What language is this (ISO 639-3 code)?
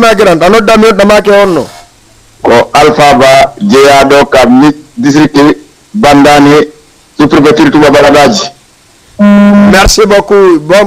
ful